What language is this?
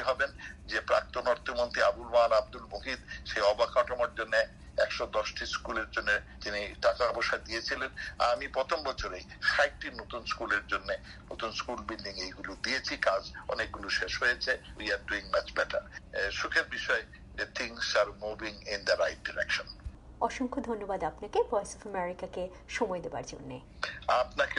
Bangla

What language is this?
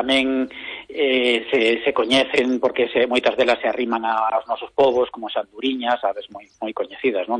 Galician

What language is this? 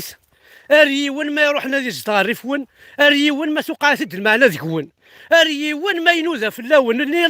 Kabyle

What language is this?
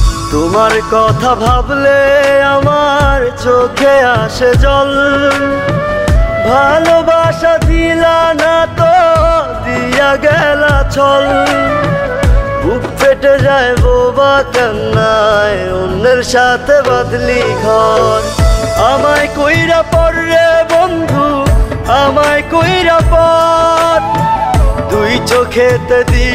Bangla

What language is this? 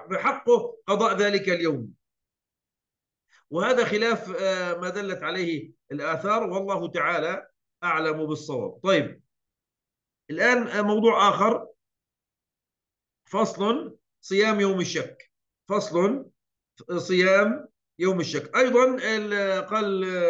Arabic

